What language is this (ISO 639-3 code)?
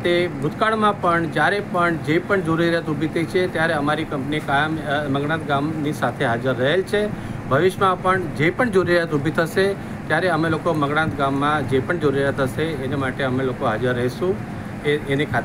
guj